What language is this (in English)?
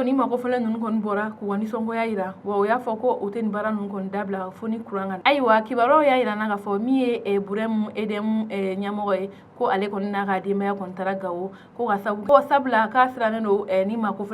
Bambara